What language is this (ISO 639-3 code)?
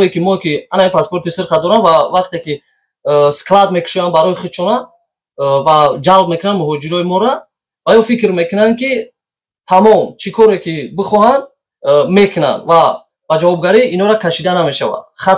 tgk